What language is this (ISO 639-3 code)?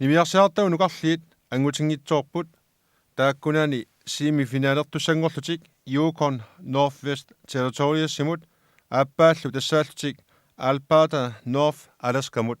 kal